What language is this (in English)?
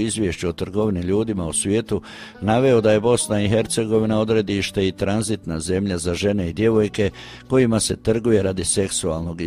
Croatian